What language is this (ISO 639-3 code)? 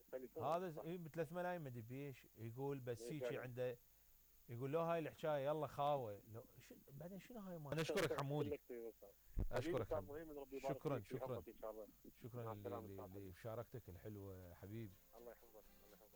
acm